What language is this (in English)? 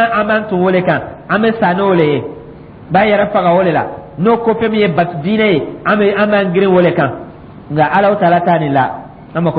Dyula